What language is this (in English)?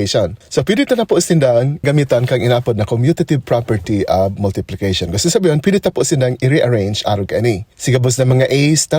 Bikol